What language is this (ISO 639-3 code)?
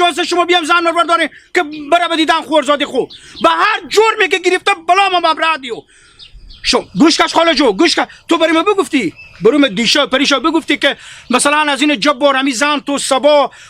haz